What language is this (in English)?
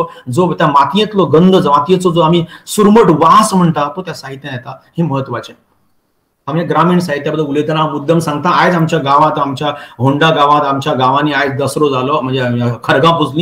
Konkani